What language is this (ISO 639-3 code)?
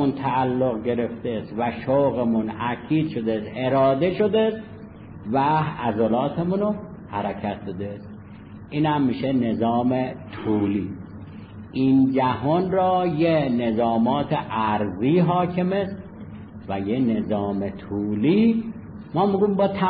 fas